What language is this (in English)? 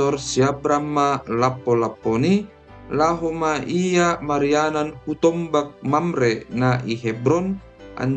Batak Simalungun